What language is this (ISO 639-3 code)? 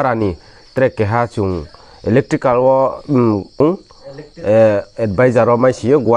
ria